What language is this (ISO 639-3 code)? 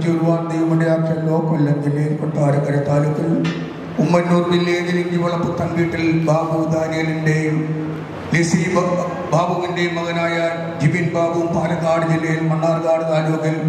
mal